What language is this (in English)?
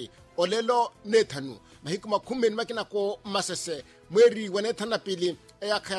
Makhuwa